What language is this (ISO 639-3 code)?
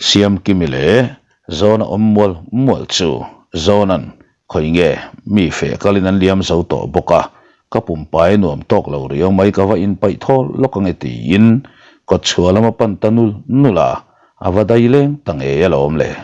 lus